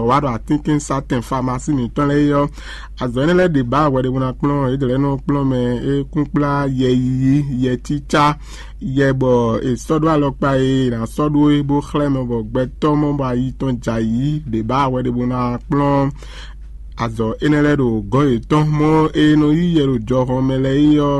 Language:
Fon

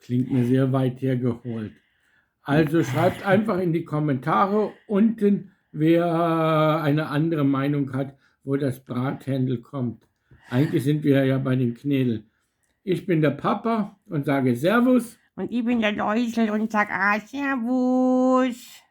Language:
Bavarian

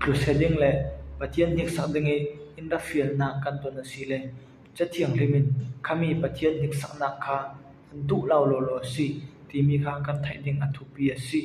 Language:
Falam Chin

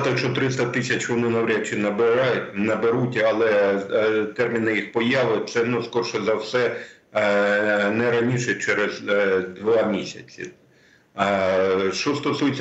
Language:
Ukrainian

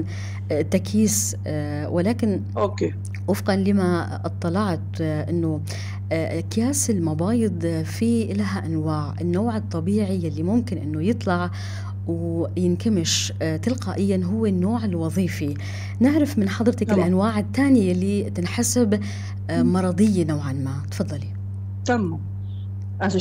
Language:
North Levantine Arabic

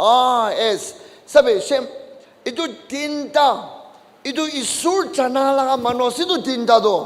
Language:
Naga Pidgin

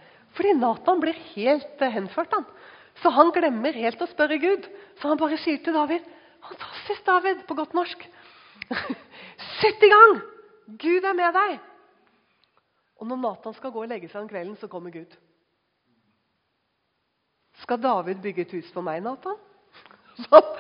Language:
Norwegian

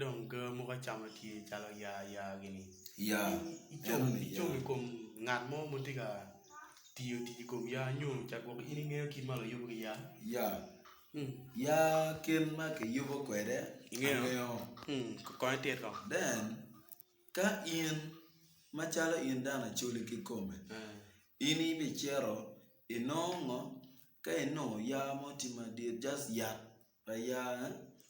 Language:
Acoli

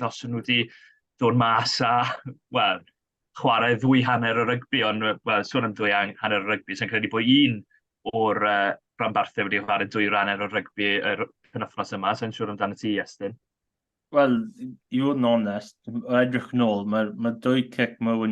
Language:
Welsh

